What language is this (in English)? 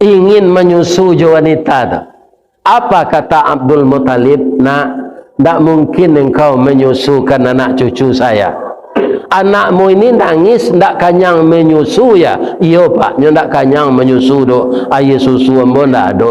Minangkabau